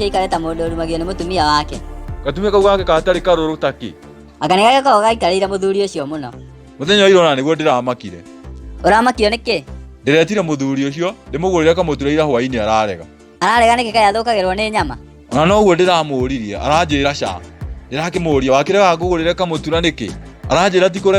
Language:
Kikuyu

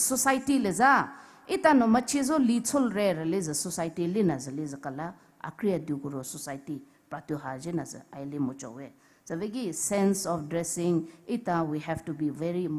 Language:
Poumei Naga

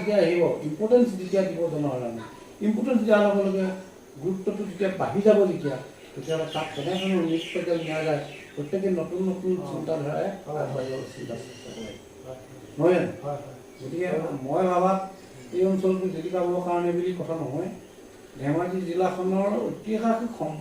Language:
Assamese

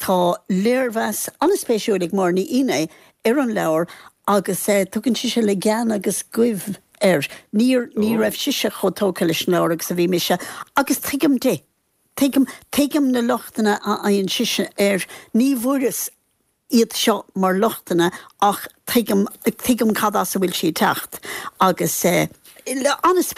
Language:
Irish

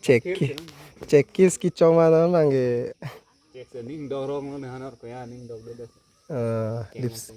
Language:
Karbi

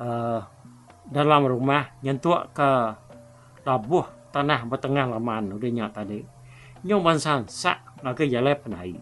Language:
Iban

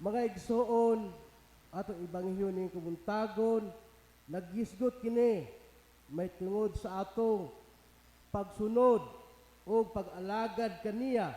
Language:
Cebuano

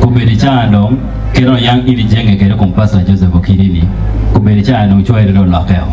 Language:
Acoli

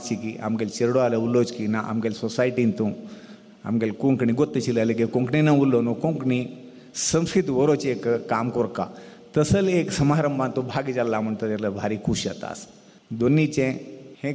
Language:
Konkani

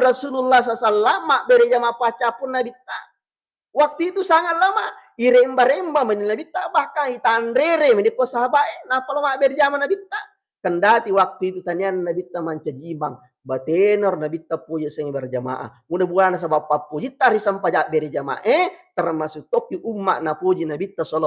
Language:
Buginese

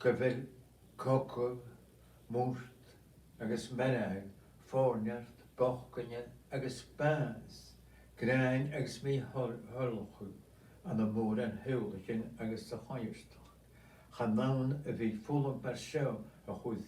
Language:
Scottish Gaelic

